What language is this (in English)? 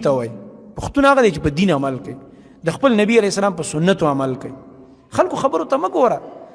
Pashto